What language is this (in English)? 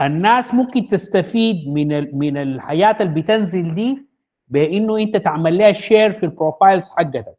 Sudanese Arabic